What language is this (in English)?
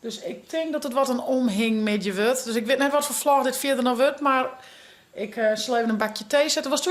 Western Frisian